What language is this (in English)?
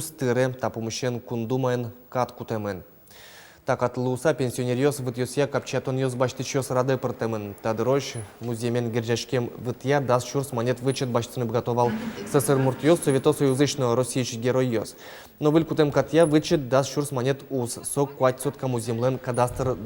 Udmurt